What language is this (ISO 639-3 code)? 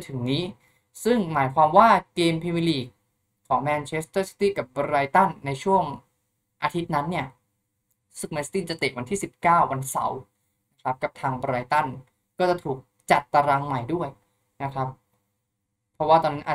tha